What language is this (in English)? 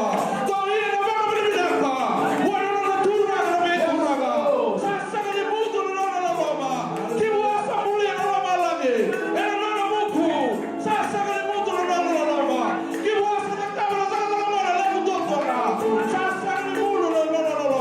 Fijian